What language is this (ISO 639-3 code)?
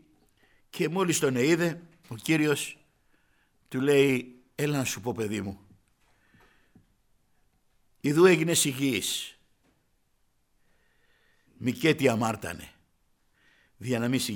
ell